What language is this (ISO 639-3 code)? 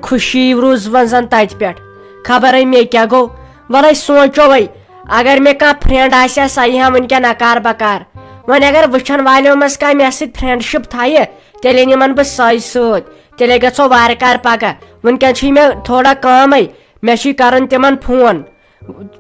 kas